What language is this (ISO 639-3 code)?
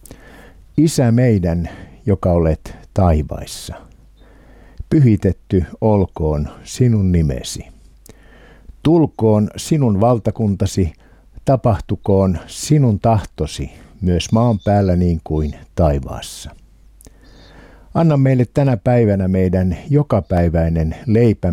fin